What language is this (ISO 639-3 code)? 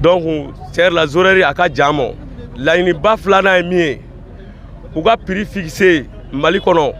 bam